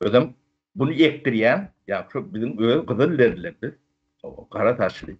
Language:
Turkmen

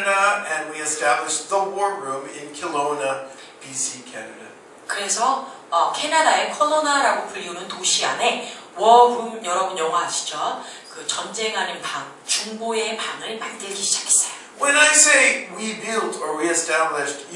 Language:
Korean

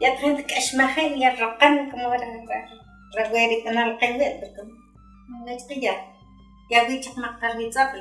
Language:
Uspanteco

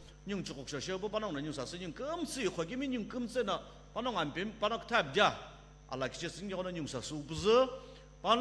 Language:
Sumi Naga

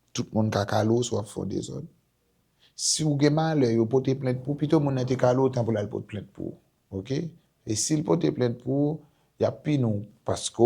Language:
Haitian Creole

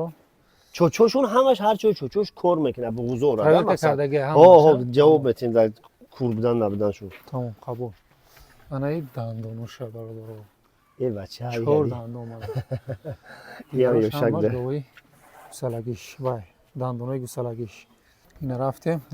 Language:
Tajik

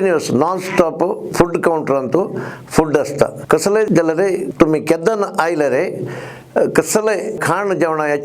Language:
Konkani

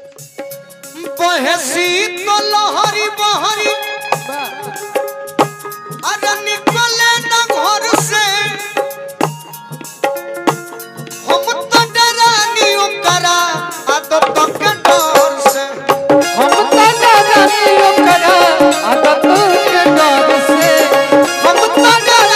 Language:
Bhojpuri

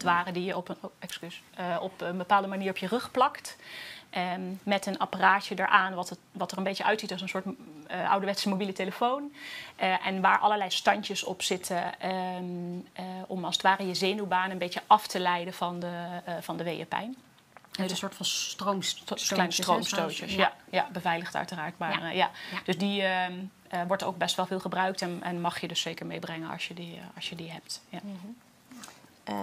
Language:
Dutch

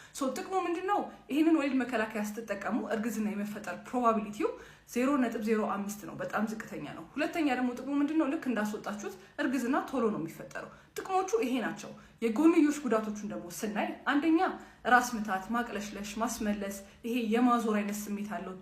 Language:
Amharic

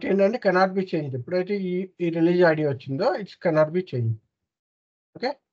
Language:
Telugu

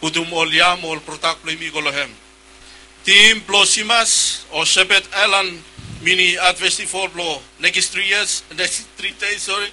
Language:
Bislama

